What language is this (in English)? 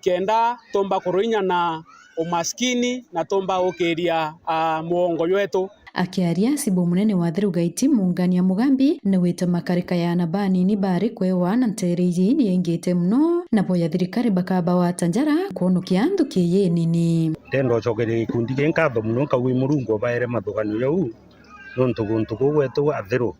Meru